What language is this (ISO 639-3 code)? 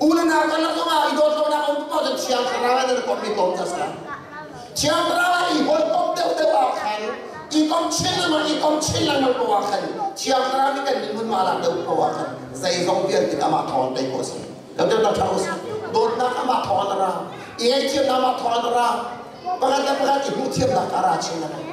cnh